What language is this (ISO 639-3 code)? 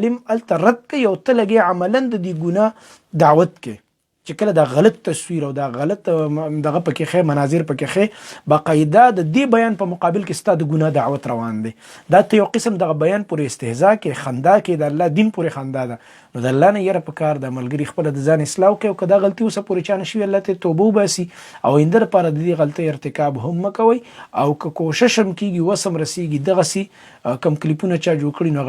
pus